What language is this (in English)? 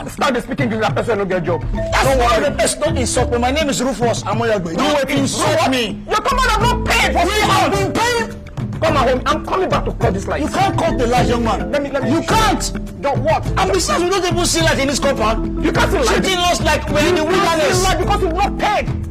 Nigerian Pidgin